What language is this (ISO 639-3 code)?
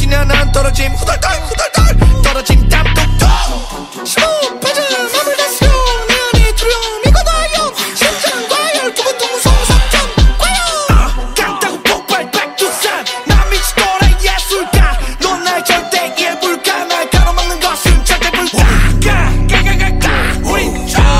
kor